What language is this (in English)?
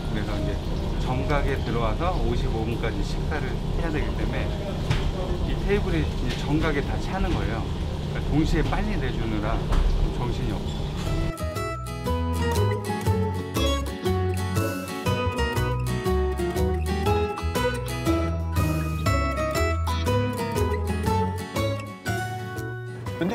Korean